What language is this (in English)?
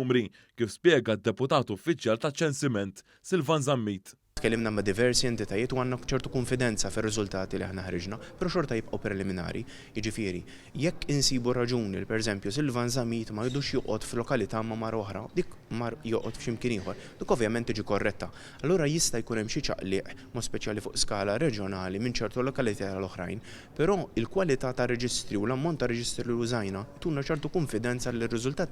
Maltese